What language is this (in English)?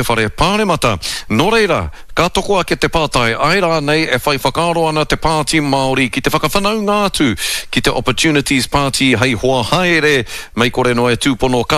Māori